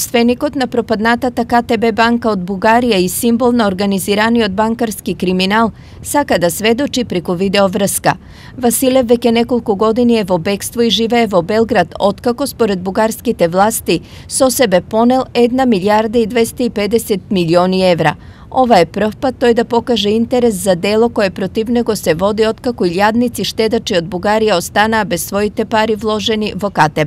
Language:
Macedonian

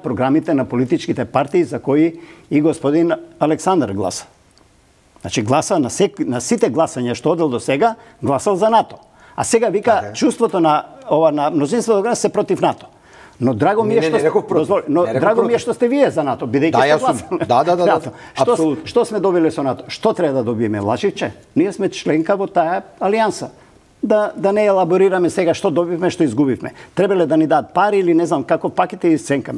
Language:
Macedonian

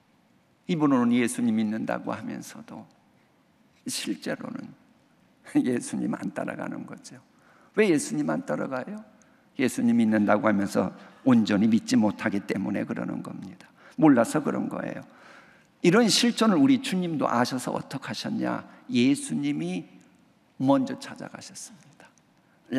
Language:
Korean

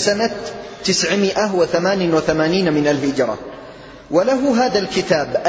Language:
Arabic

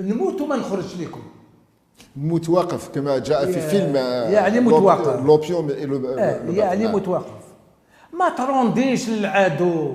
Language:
Algerian Arabic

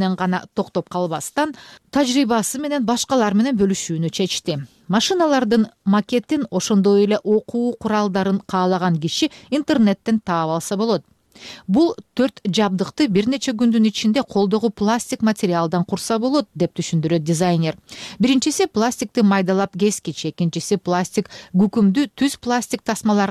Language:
Kyrgyz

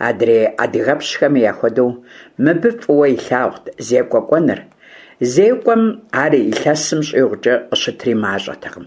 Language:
Kabardian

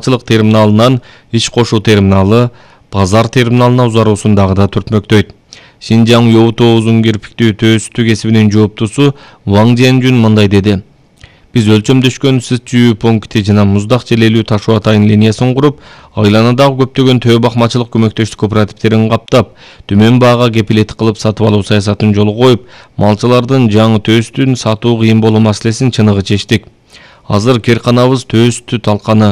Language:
Kyrgyz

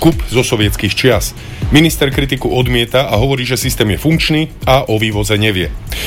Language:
Slovak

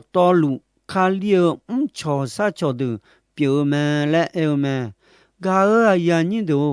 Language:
Akha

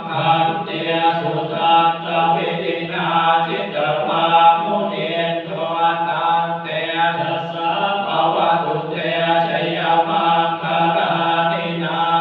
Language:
Pali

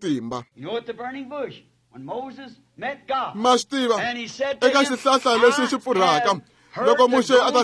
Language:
Tsonga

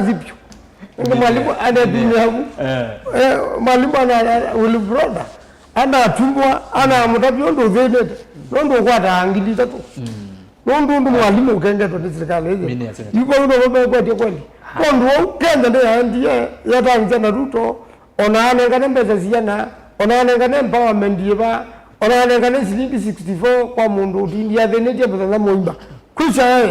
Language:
Kamba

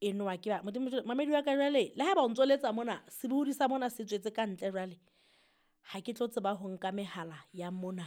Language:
Southern Sotho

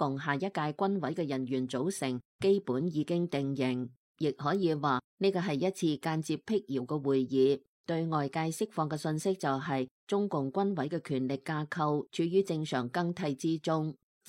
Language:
Cantonese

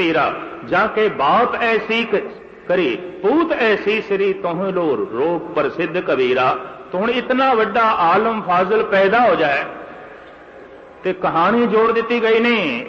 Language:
Punjabi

